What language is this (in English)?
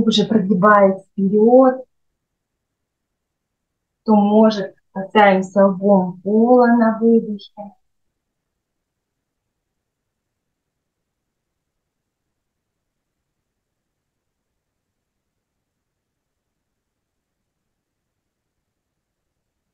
Russian